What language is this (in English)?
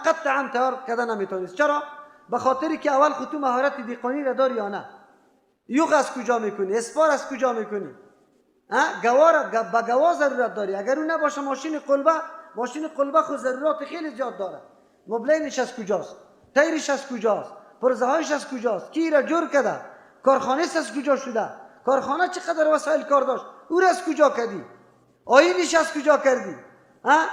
Persian